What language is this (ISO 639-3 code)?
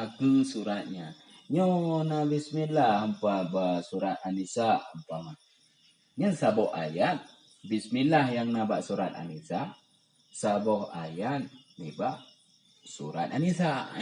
ace